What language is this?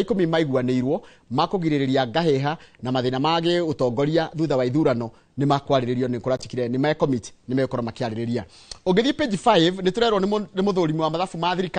Kikuyu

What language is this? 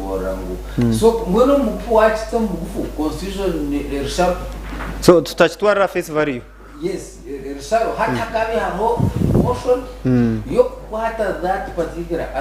Nyankole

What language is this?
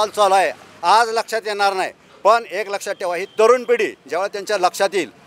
Marathi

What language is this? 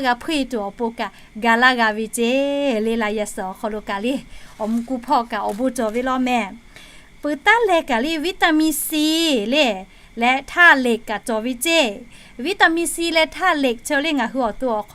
Lahu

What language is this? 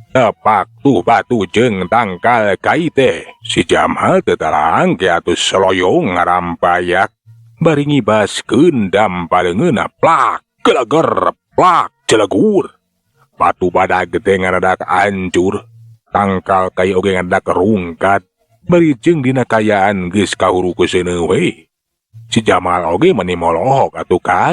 Sundanese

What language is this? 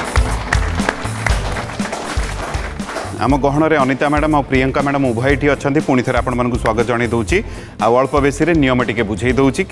Odia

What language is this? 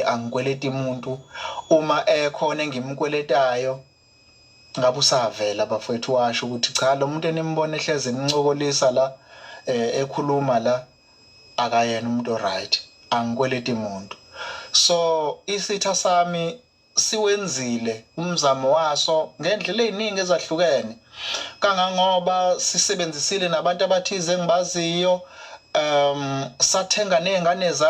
Zulu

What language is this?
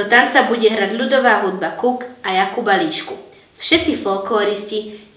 Slovak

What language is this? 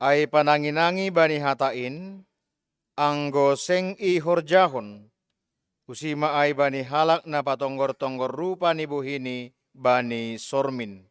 Batak Simalungun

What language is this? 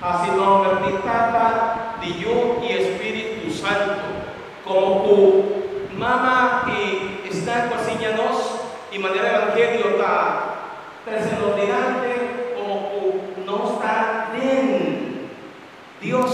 Papiamento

